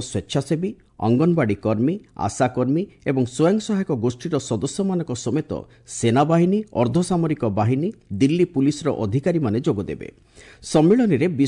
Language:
Odia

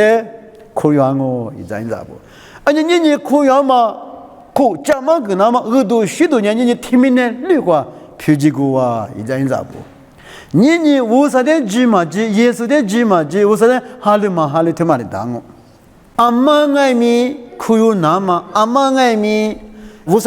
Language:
Lisu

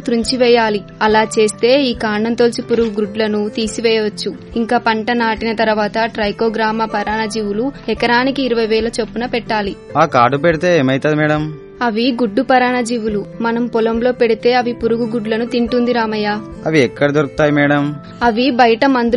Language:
Telugu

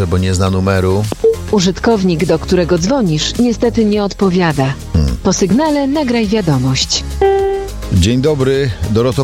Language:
Polish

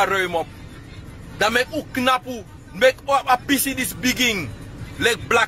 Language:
Sranan Tongo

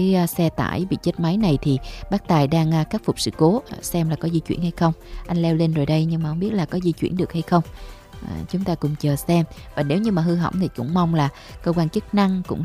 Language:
Vietnamese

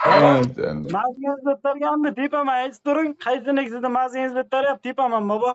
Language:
Uzbek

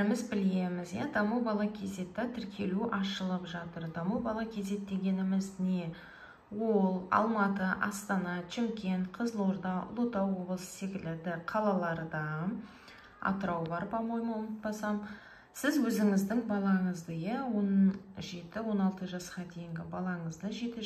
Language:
Kazakh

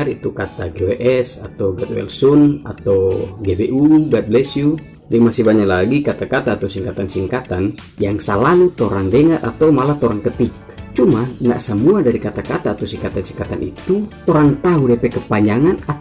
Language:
Manado Malay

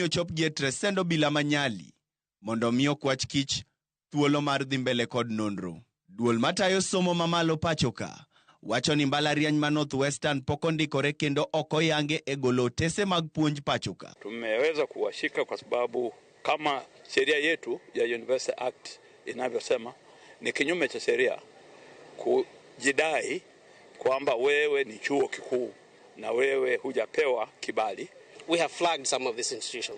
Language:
Luo (Kenya and Tanzania)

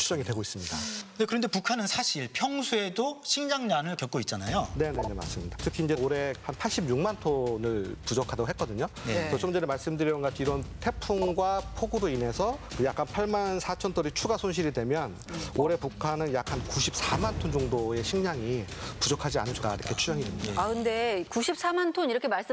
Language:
Korean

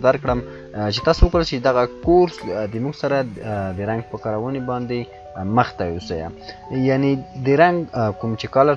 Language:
Pashto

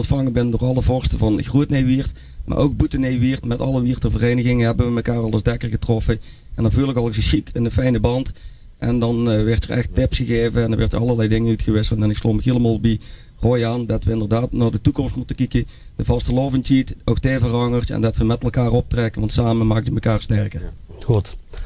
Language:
Limburgish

